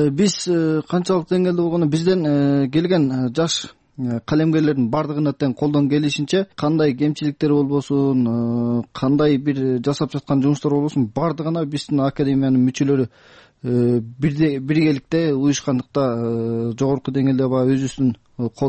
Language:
Kyrgyz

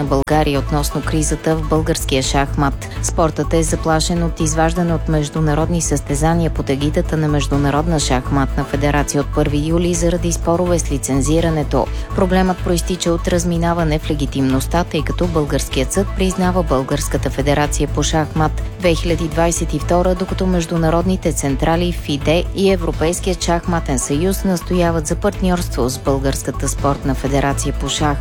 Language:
Bulgarian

